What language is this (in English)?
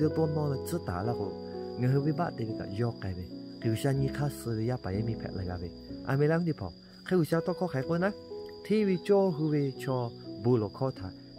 Lahu